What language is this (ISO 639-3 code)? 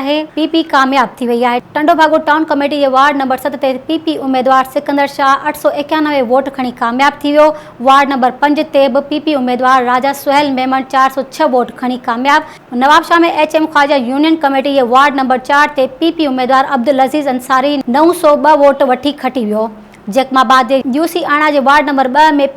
snd